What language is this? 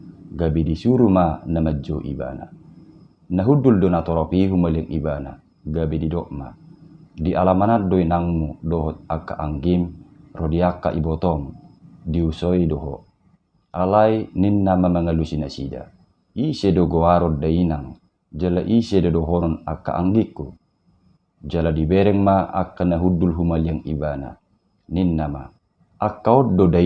Batak Toba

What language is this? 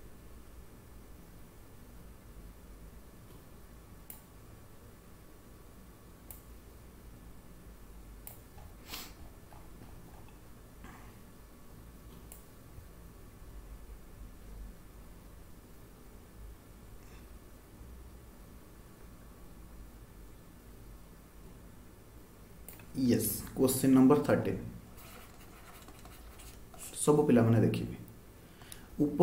Hindi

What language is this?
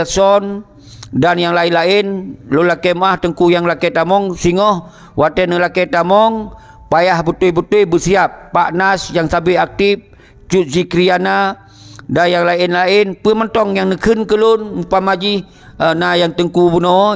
Achinese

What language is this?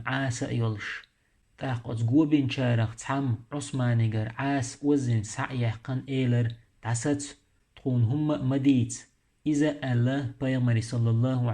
Chechen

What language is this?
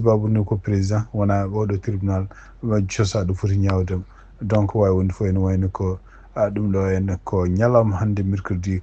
Fula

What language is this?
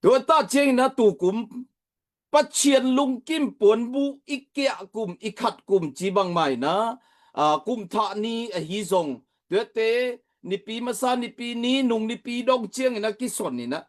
Tedim Chin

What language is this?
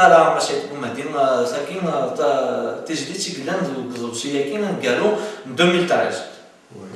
Kabyle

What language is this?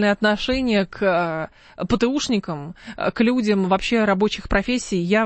Russian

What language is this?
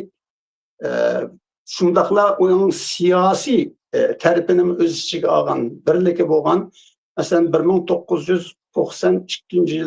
Uyghur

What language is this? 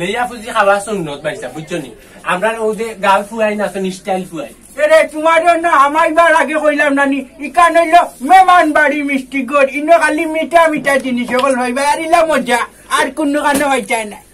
Sylheti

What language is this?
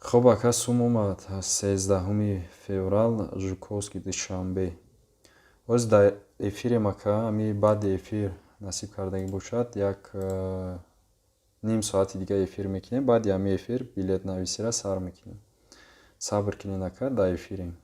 Tajik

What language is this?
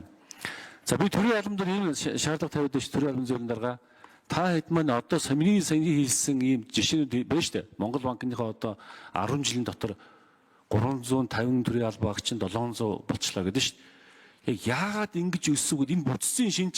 Mongolian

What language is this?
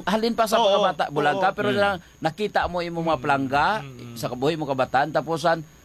Hiligaynon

